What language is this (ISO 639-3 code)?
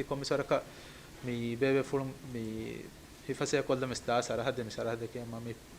div